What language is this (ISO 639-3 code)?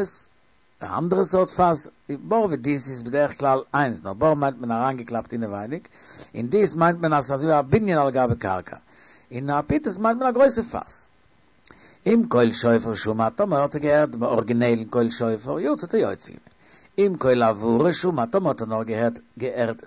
yid